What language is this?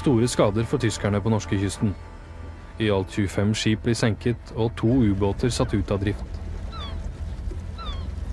Norwegian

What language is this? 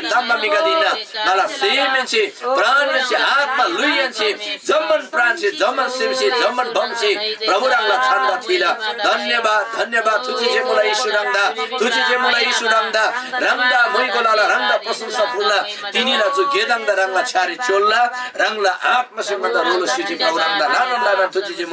Eastern Tamang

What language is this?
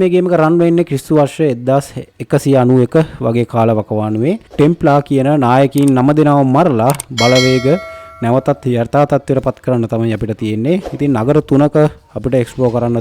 Sinhala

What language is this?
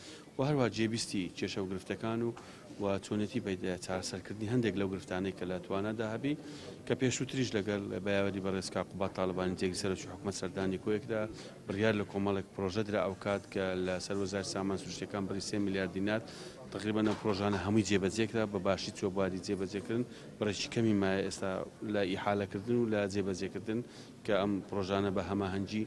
Central Kurdish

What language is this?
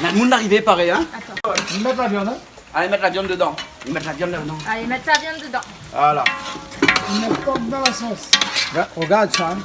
Réunion Creole French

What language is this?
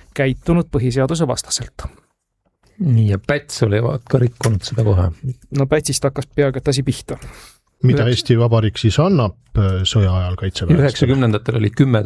Estonian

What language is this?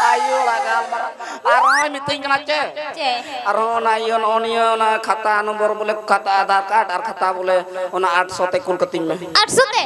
Santali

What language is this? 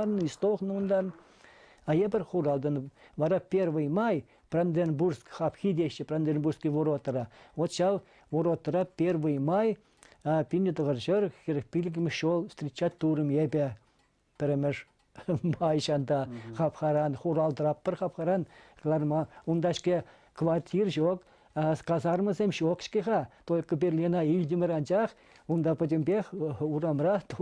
Chuvash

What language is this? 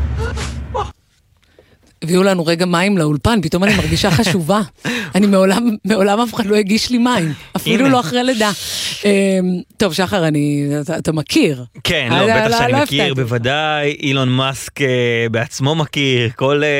Hebrew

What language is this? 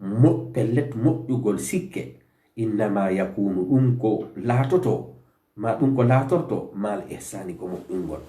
Fula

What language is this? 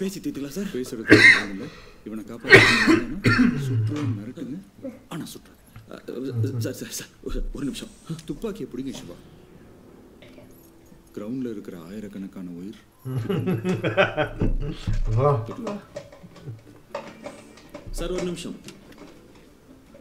Tamil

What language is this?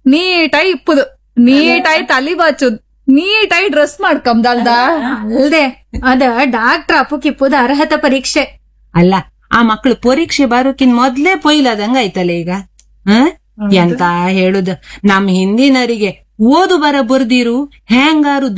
Kannada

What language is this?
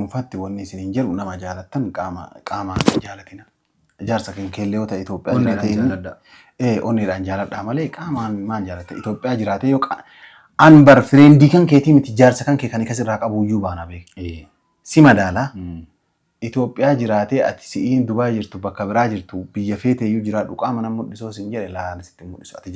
Oromo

